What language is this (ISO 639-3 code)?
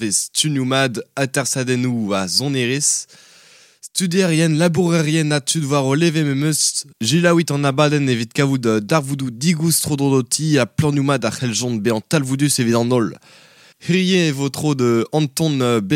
bre